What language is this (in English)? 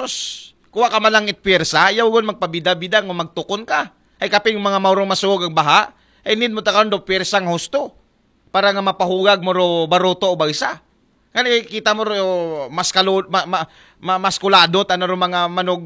Aklanon